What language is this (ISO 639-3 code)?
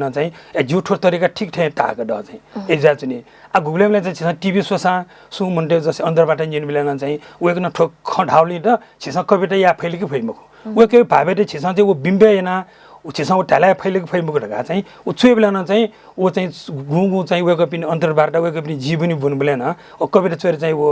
new